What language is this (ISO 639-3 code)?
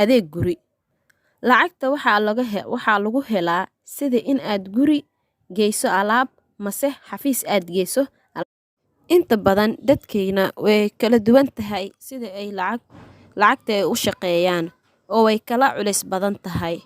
som